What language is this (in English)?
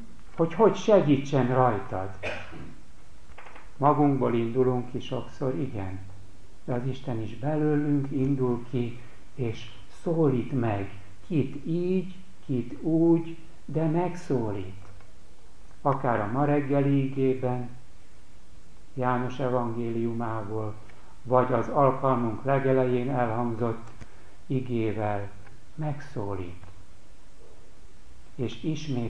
Hungarian